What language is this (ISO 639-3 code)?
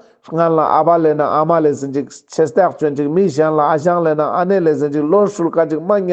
lbj